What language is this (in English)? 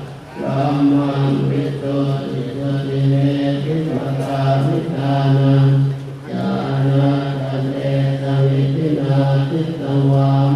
Pali